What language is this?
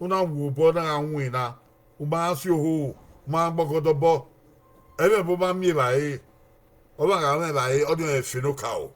Bini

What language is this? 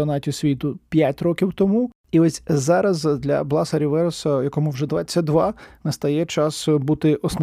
Ukrainian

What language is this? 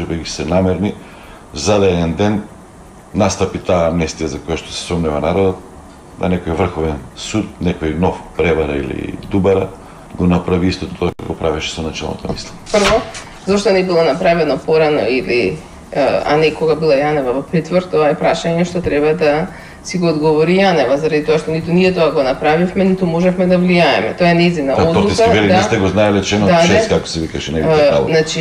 Macedonian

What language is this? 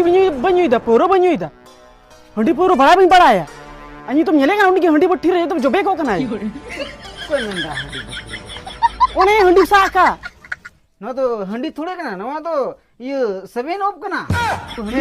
Santali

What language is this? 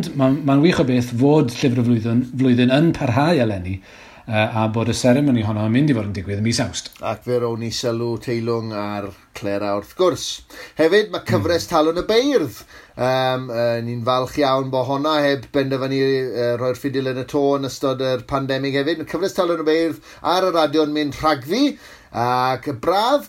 Welsh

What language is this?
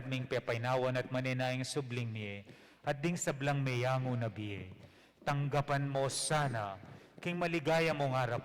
Pampanga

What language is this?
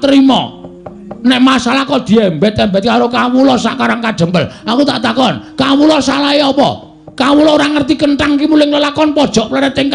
Javanese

